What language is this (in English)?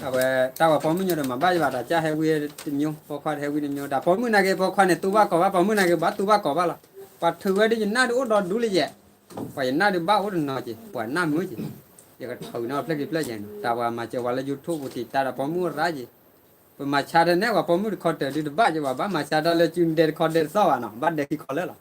S'gaw Karen